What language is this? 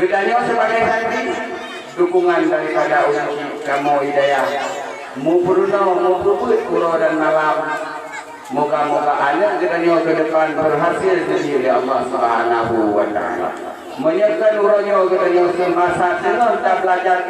Achinese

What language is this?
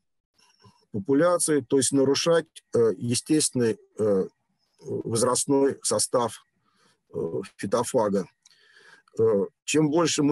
Russian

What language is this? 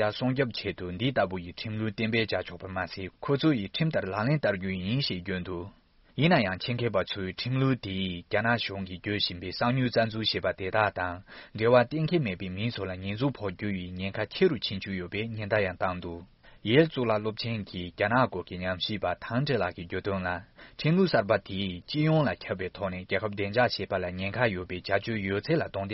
Tibetan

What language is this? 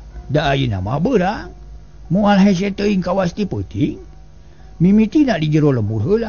Sundanese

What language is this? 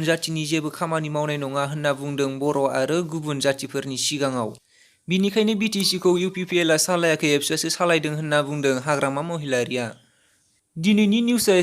Bodo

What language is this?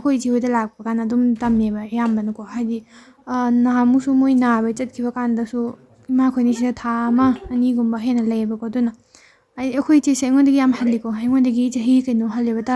Manipuri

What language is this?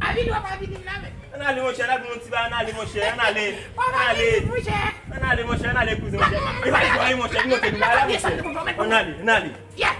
Haitian Creole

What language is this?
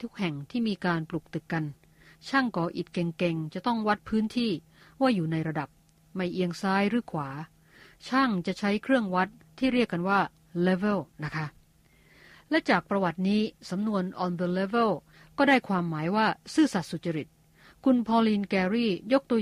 Thai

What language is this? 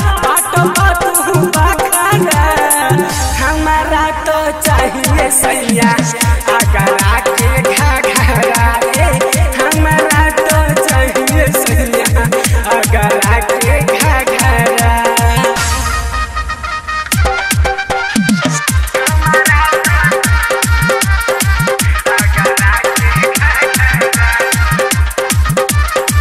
Bhojpuri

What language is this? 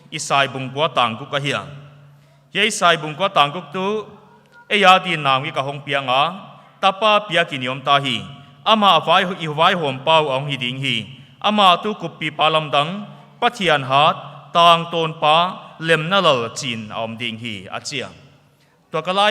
Paite Chin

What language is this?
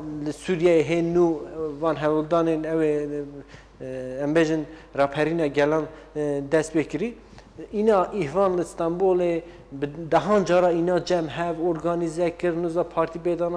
Kurdish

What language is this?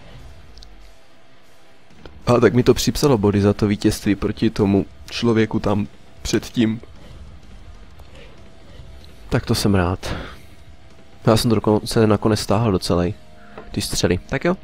Czech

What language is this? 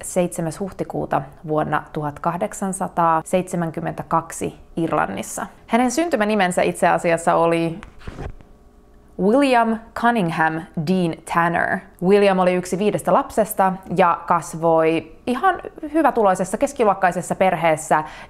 Finnish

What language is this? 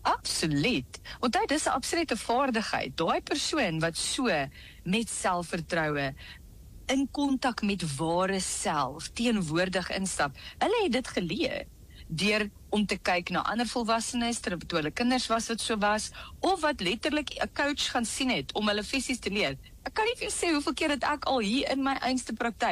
Afrikaans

